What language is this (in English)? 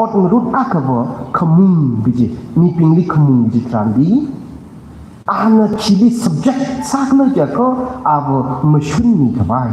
Tangkhul Naga (India)